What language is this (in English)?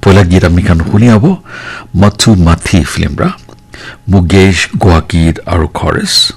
Naga Pidgin